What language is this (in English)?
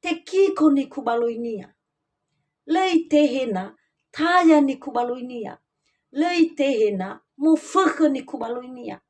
Nias